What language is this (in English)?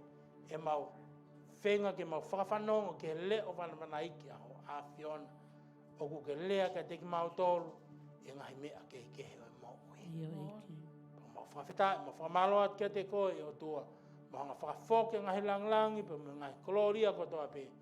Tongan